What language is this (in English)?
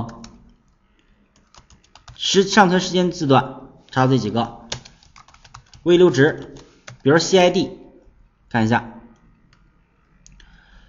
Chinese